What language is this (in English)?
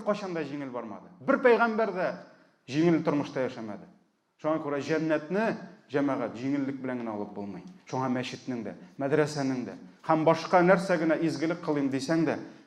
Tatar